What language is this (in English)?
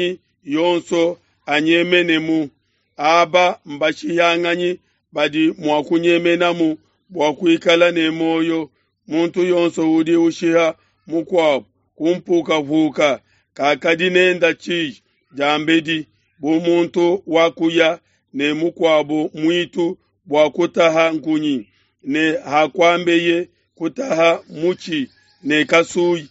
Luba-Lulua